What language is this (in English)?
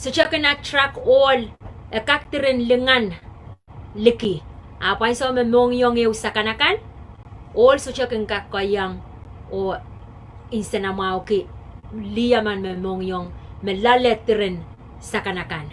Pohnpeian